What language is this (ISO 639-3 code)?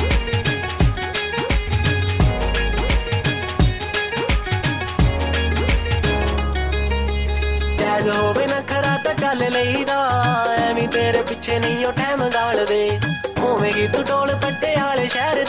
pan